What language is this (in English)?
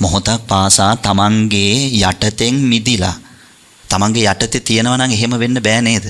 Sinhala